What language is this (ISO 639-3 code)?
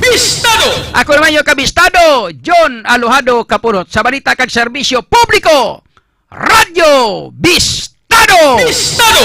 hil